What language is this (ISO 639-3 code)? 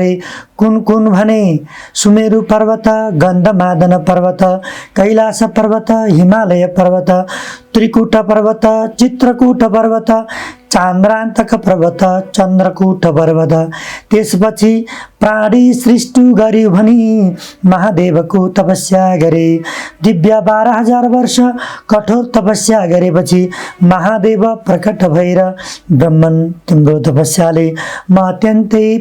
nep